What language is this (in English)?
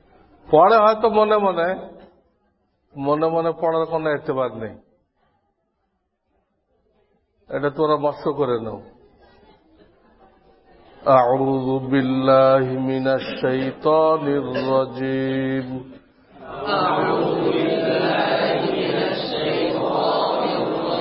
Bangla